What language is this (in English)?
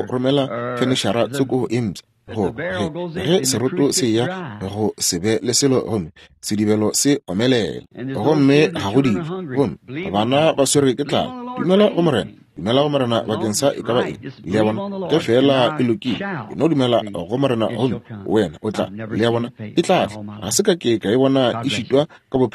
Northern Sotho